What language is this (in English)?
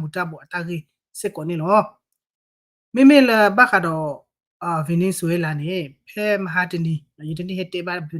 S'gaw Karen